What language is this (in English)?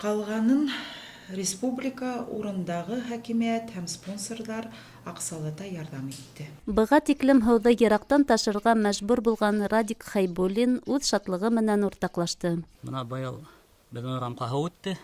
Bashkir